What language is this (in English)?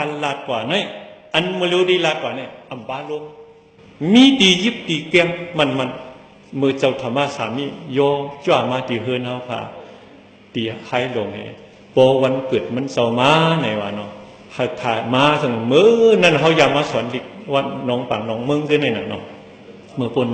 Shan